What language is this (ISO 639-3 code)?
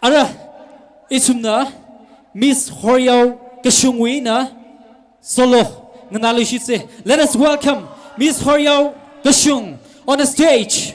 nmf